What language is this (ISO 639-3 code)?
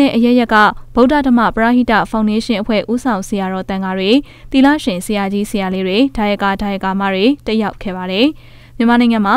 mya